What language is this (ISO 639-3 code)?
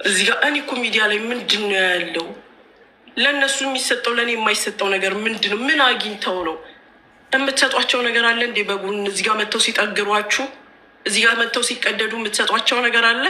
amh